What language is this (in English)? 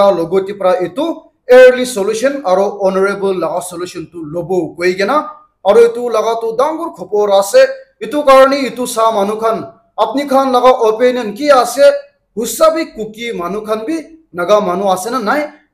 Naga Pidgin